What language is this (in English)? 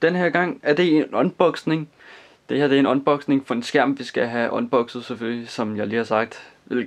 Danish